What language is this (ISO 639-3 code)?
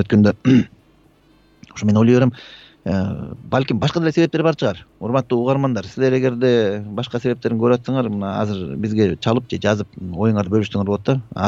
kir